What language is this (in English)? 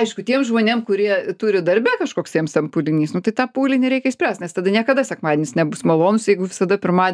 Lithuanian